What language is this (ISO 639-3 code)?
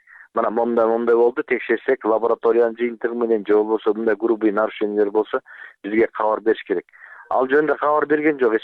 kir